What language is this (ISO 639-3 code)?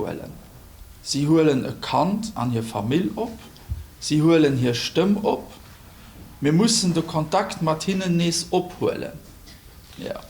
ltz